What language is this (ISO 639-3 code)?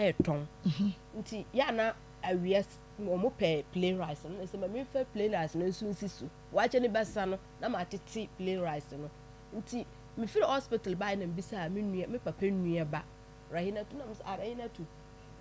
aka